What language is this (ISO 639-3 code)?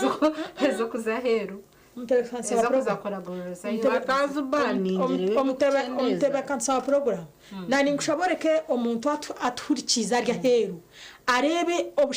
nyn